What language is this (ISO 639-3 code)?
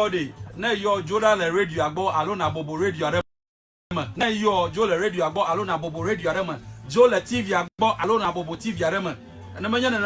ewe